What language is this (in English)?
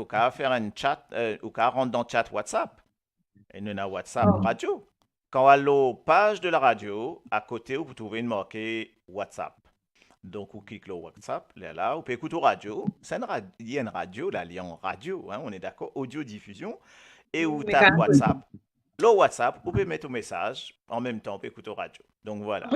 Morisyen